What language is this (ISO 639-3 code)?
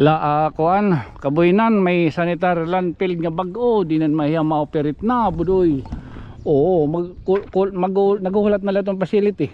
war